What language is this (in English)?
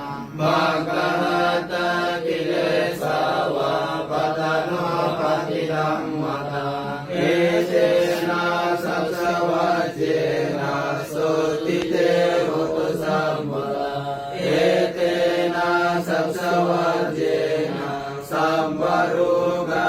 Pali